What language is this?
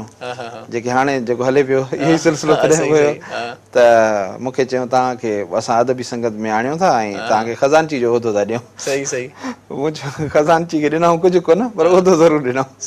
Sindhi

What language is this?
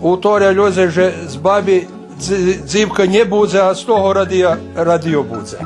Rusyn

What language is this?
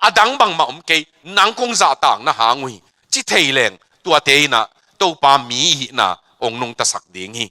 Tedim Chin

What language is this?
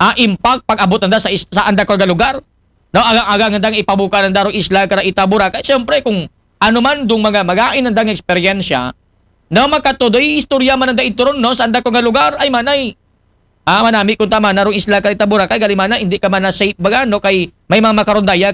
Aklanon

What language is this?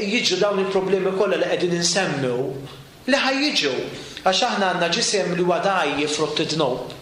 Maltese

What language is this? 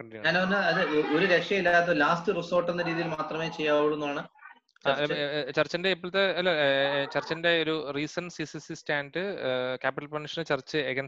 Malayalam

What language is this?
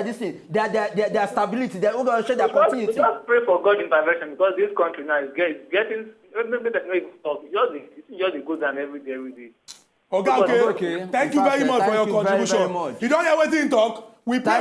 Nigerian Pidgin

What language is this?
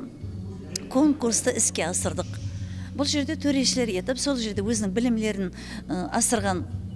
Kara-Kalpak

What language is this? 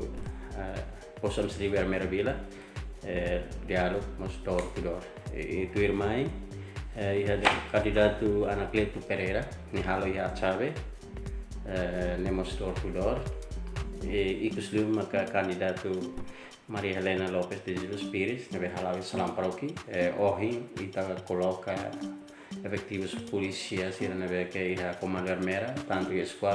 Tetum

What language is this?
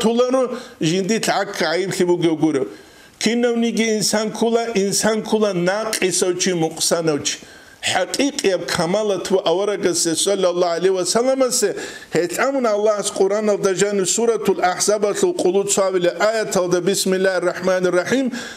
Avaric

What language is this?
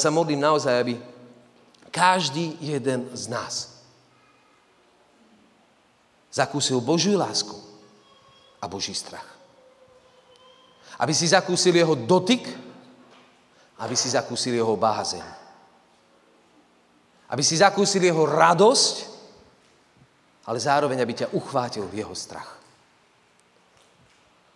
Slovak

